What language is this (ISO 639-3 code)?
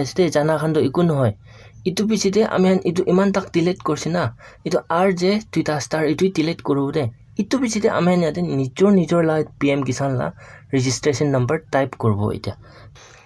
nag